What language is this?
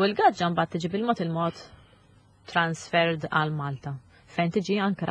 Maltese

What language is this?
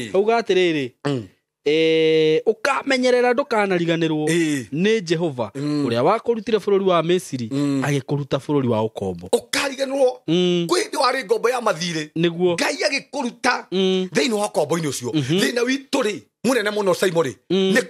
Kikuyu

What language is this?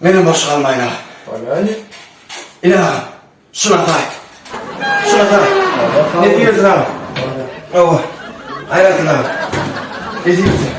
Turkmen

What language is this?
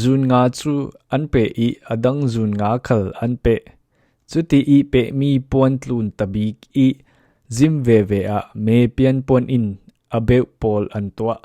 Falam Chin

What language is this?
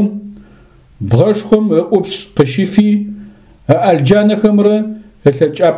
Adyghe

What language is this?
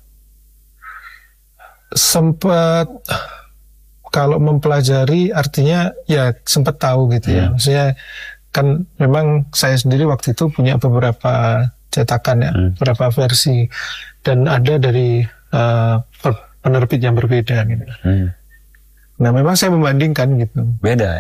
Indonesian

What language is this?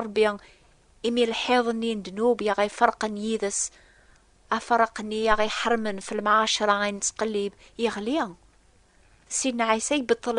Kabyle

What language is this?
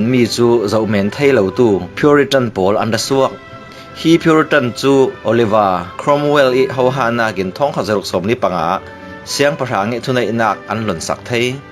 Falam Chin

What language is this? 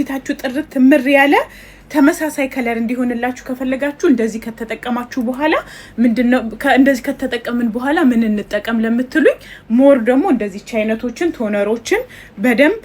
Amharic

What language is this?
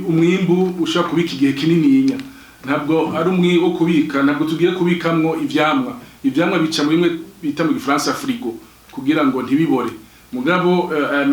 Rundi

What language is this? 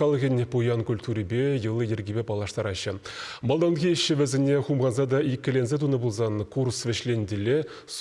Chuvash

